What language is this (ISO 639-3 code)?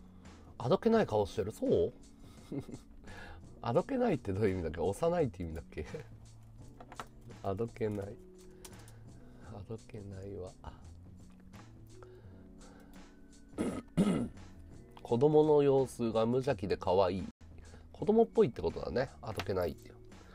jpn